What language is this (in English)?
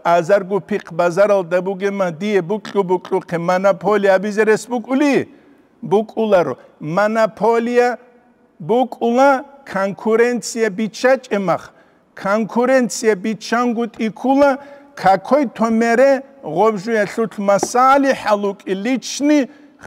Avaric